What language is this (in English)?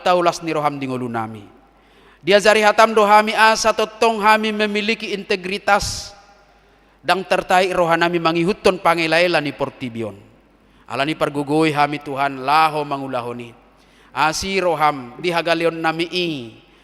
Batak Toba